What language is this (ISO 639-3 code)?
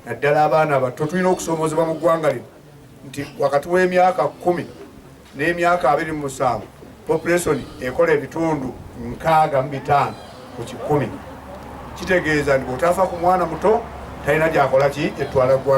lug